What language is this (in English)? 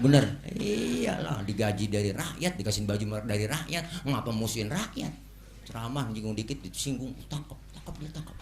Betawi